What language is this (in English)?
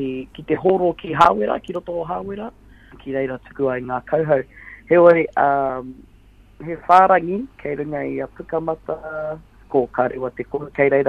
Māori